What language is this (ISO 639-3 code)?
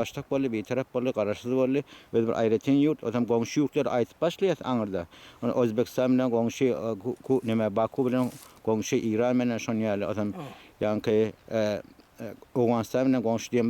tuk